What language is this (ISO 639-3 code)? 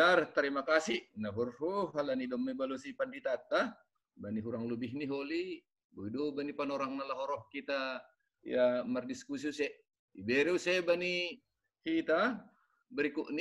bts